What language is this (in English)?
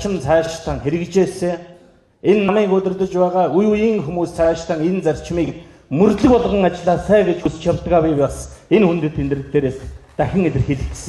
Mongolian